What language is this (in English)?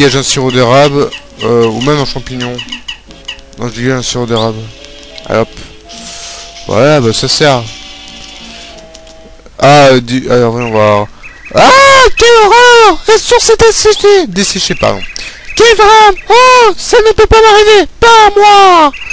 French